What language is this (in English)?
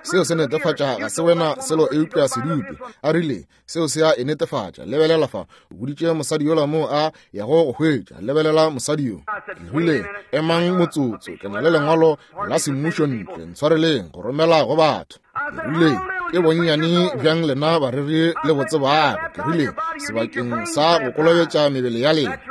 Northern Sotho